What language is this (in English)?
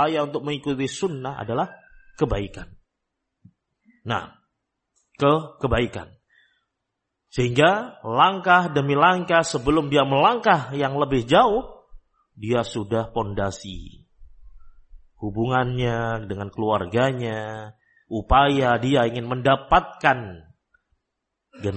Indonesian